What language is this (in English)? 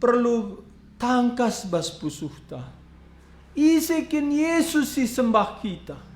Batak Karo